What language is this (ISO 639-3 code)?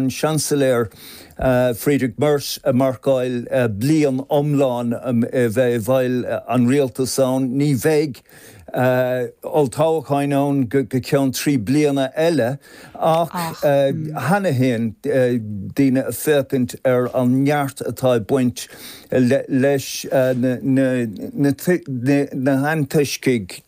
gle